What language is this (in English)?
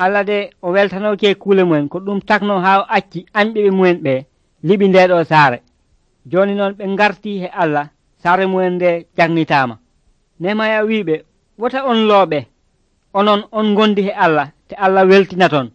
Nigerian Fulfulde